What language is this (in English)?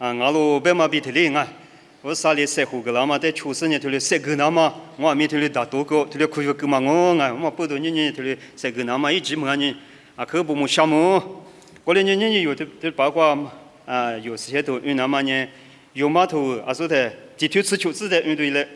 Lisu